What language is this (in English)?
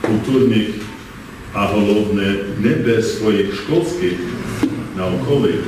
Rusyn